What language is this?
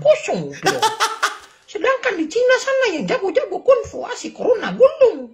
Manado Malay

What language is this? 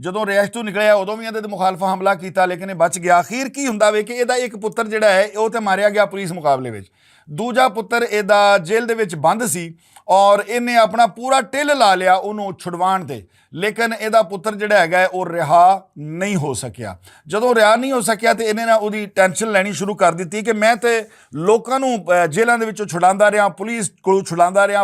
Western Panjabi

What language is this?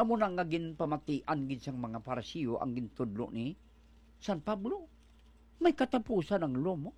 Hiligaynon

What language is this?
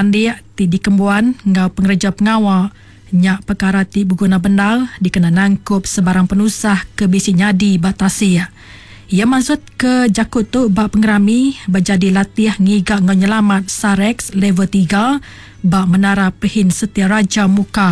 Iban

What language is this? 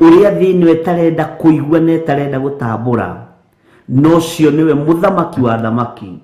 Kikuyu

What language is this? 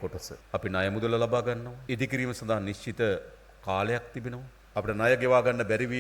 Sinhala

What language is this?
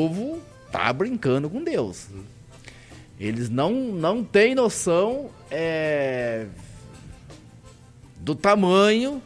Portuguese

